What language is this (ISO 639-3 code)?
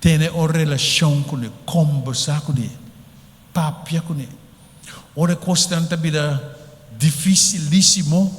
pap